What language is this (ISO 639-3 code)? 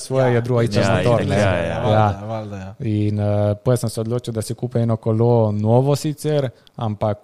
slv